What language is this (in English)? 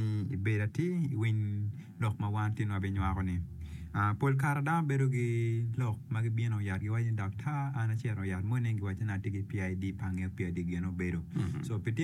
Acoli